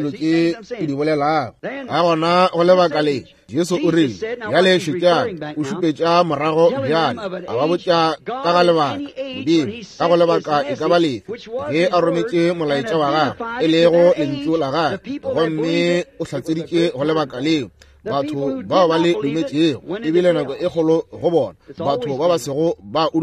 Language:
Northern Sotho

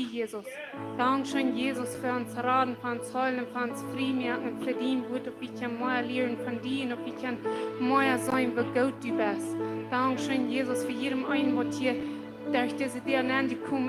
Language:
Plautdietsch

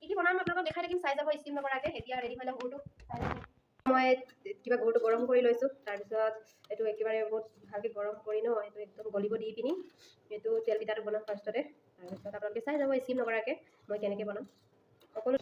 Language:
Assamese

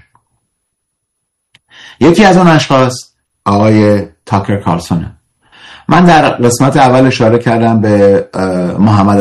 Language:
Persian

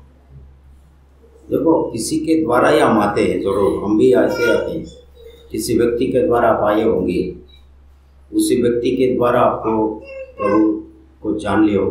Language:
Hindi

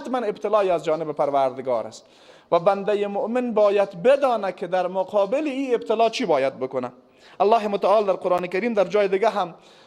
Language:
Persian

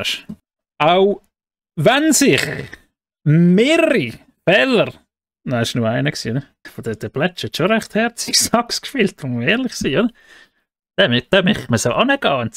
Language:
Swiss German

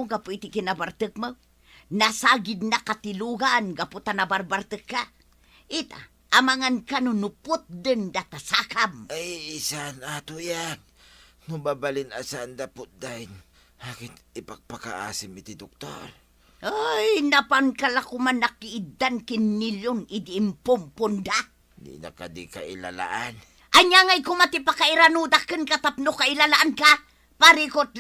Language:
Iloko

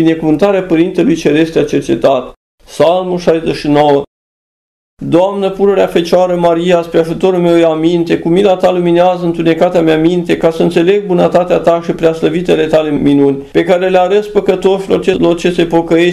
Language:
Romanian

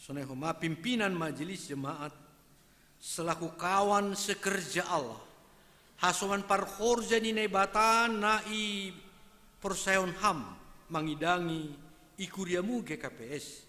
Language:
Batak Simalungun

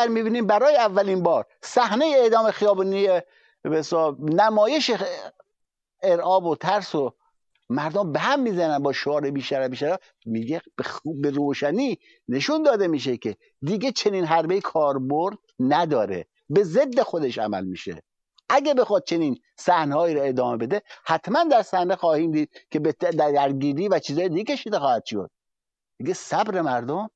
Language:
Persian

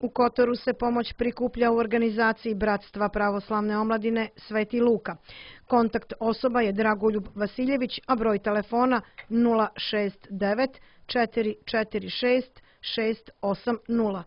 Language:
Serbian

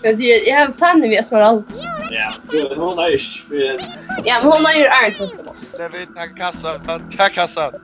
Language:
Faroese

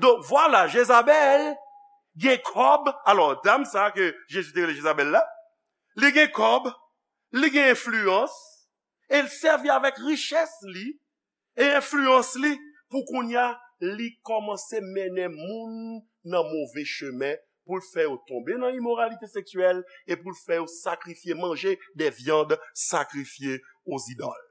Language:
Haitian Creole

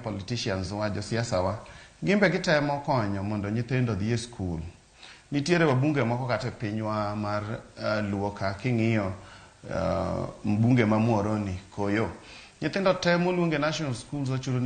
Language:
Luo (Kenya and Tanzania)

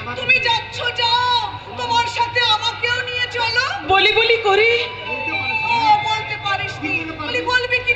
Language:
Bangla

